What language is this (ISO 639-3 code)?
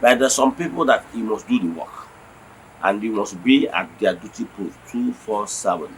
ibo